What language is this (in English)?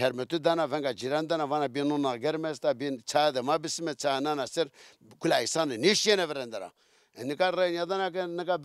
Zaza